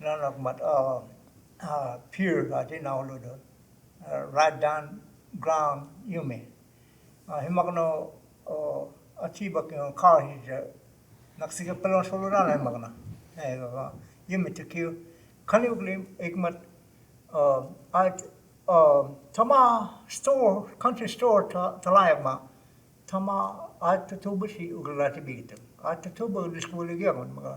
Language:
Choctaw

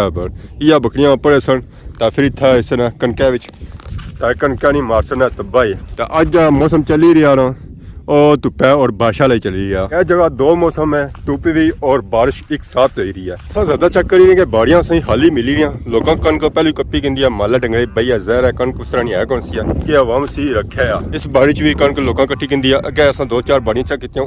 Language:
Pahari-Potwari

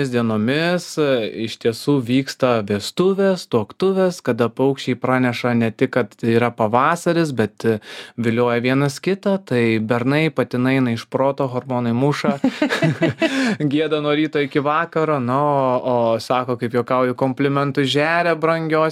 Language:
Lithuanian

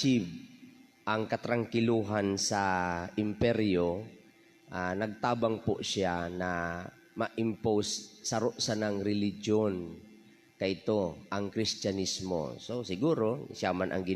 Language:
Bikol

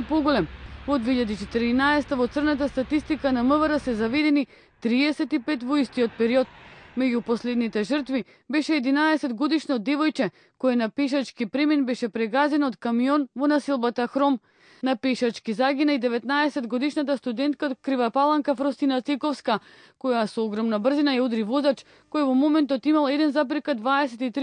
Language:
Macedonian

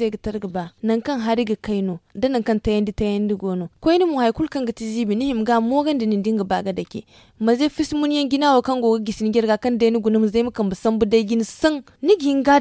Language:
Zarma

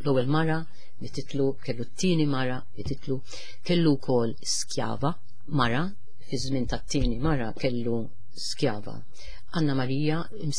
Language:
Maltese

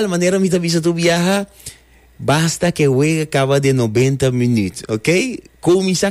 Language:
Papiamento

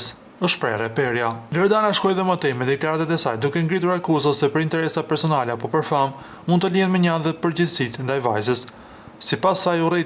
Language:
Albanian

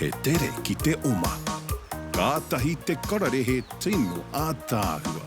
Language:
Māori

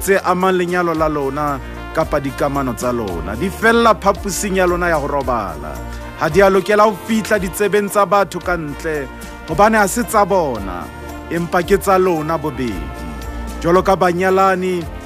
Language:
Southern Sotho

